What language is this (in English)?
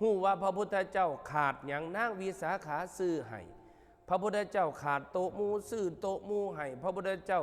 Northeastern Thai